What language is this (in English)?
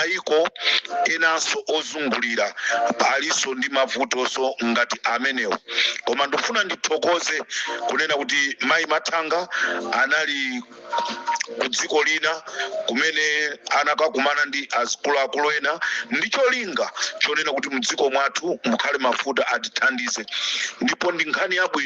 Nyanja